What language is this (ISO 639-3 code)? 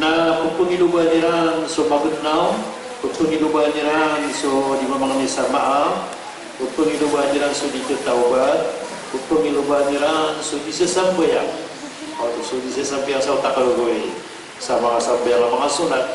mrw